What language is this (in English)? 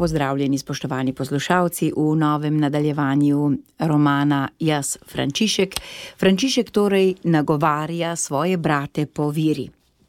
Slovenian